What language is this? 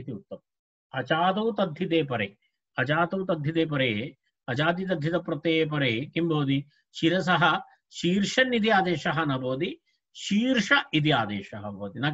Sanskrit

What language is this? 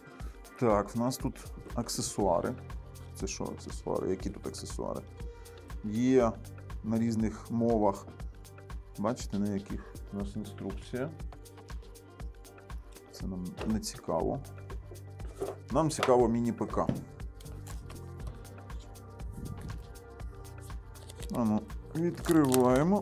Ukrainian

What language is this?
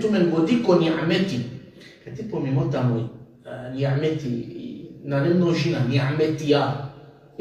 Balkan Romani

